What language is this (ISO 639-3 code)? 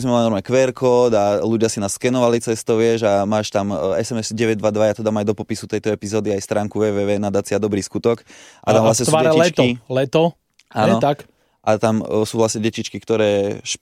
slk